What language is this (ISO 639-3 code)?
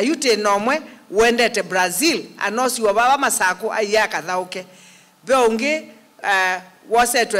kam